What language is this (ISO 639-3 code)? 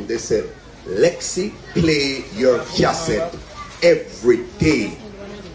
jam